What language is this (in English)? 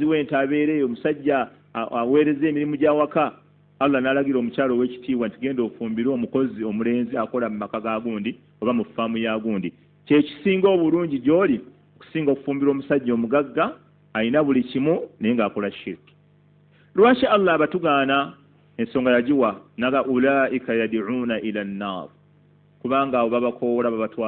Ganda